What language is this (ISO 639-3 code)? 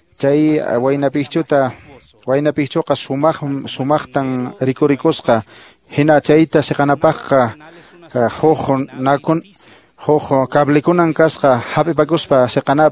que